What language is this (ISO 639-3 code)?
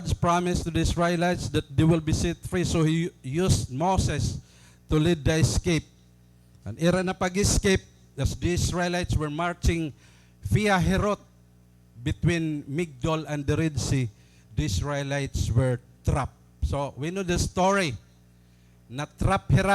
war